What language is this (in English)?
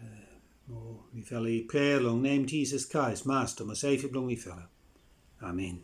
Bislama